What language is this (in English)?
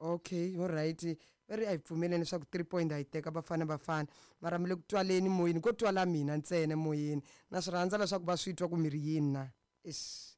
Tsonga